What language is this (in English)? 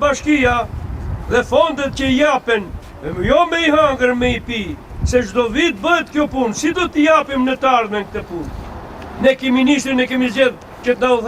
Albanian